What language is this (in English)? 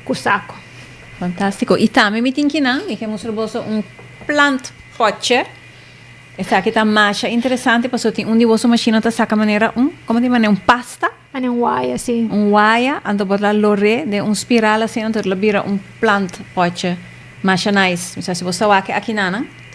Papiamento